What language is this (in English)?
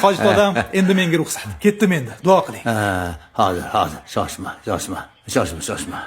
Uzbek